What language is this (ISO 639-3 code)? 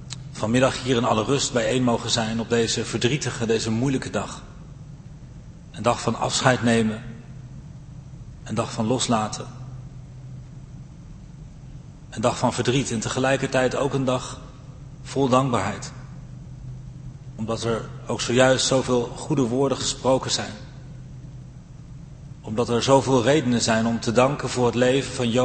nld